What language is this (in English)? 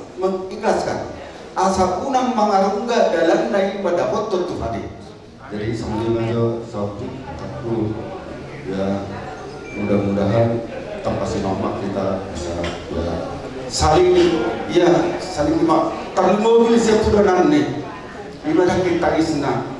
Batak Toba